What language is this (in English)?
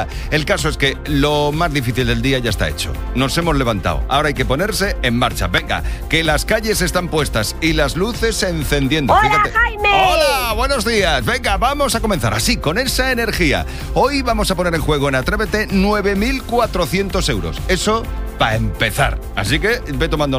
Spanish